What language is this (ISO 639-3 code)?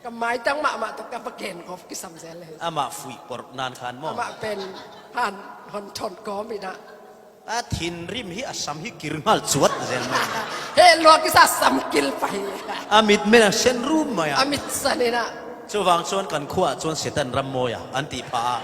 cfm